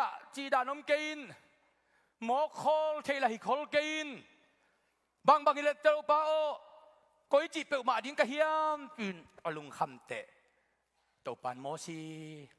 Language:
Tedim Chin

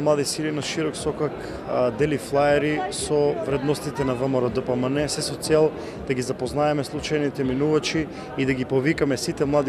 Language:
Macedonian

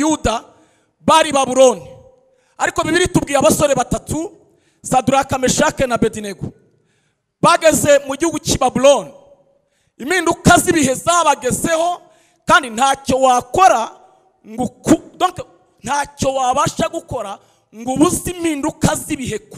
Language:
Kinyarwanda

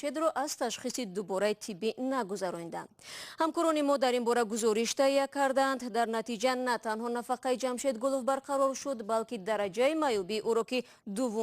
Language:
Tajik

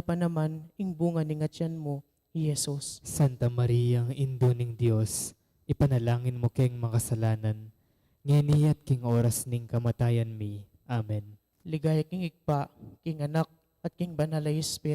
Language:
Pampanga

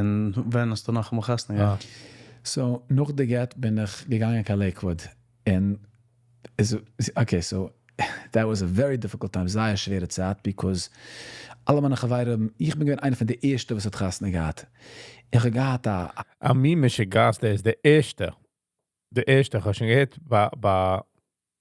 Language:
Yiddish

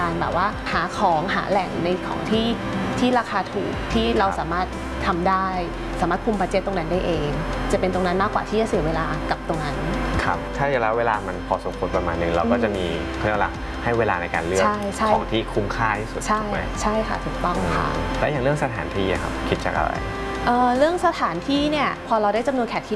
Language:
Thai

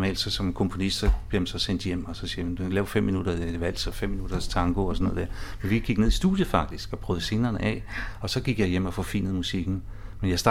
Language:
Danish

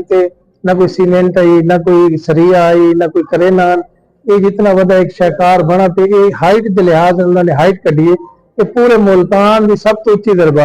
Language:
Saraiki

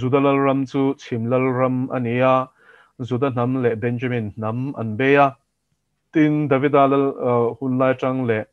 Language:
Mizo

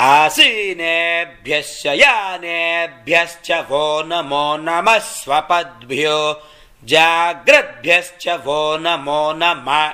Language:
Sanskrit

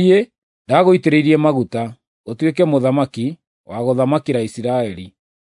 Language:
Kikuyu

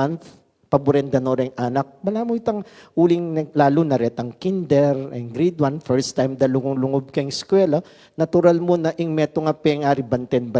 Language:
Pampanga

